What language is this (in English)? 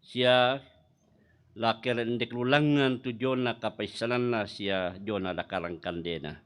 Toraja-Sa'dan